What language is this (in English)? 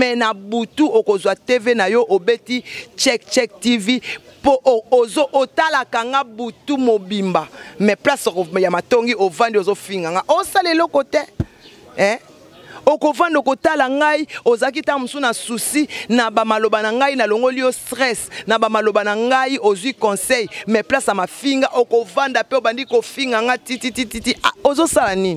Lingala